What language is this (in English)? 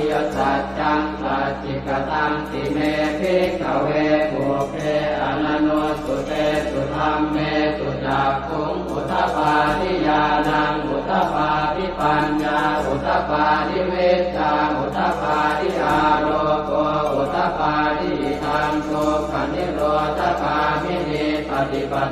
Pali